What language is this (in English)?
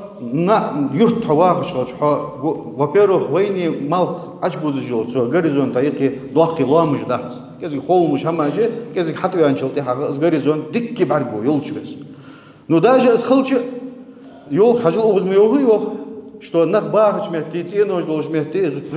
Ingush